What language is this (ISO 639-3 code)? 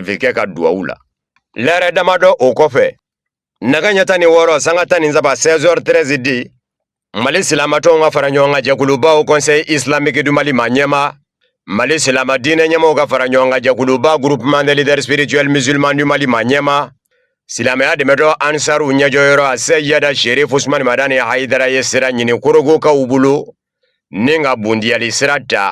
bam